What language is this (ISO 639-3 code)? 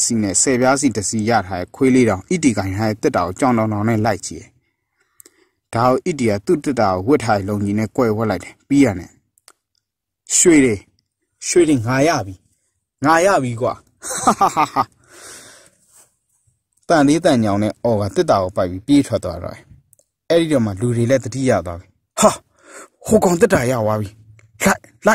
mya